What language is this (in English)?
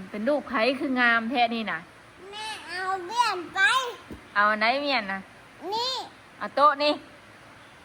Northeastern Thai